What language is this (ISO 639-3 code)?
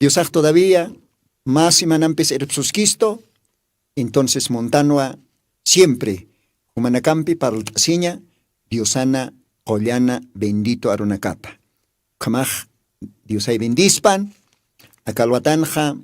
aym